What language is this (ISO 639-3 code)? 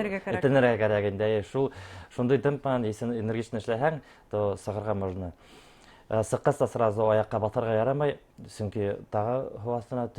bak